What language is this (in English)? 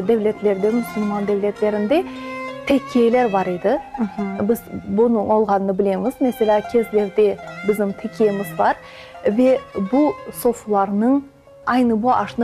Crimean Tatar